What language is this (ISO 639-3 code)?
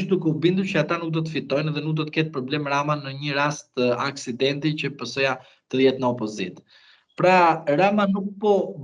sqi